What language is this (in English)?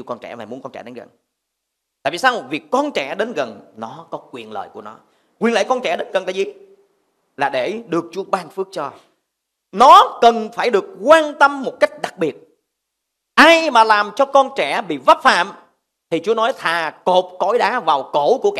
Vietnamese